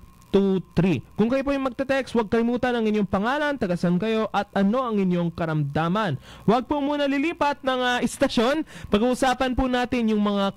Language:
Filipino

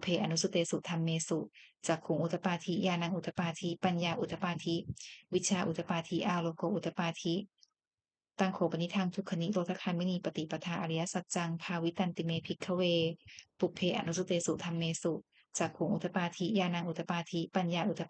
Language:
Pali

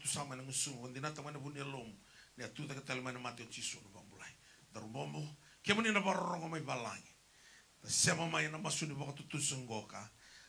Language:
Fijian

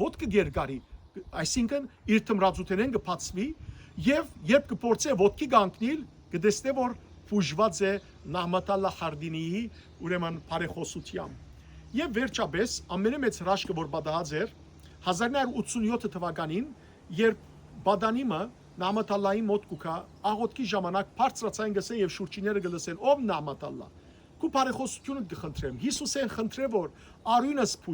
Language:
Western Armenian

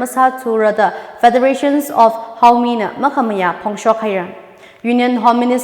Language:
Tangkhul Naga (India)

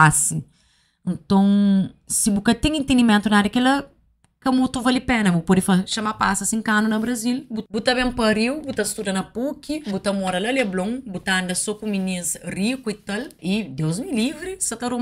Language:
Kabuverdianu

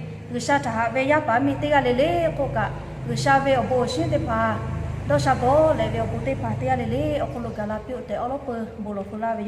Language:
Lahu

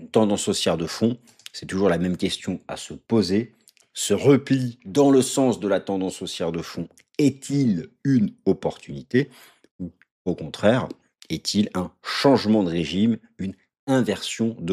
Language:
French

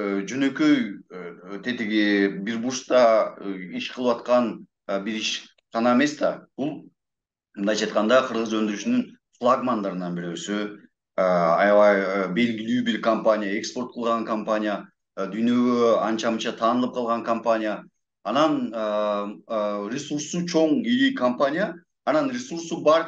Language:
Kyrgyz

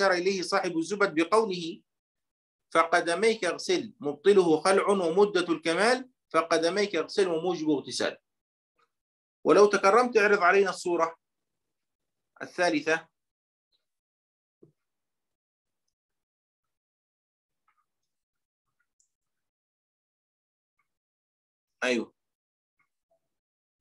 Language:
Arabic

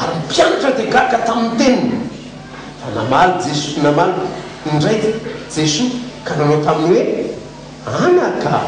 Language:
Malagasy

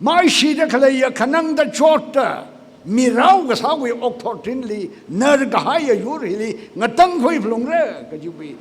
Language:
Tangkhul Naga (India)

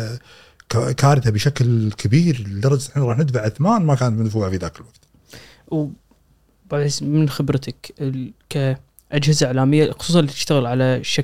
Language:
Gulf Arabic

